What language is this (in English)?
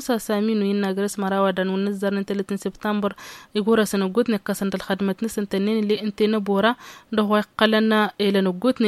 Tamasheq